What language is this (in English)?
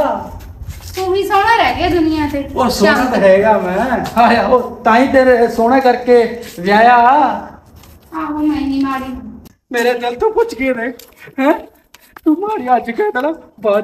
Punjabi